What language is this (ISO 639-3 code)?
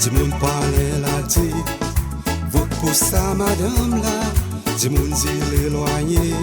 crs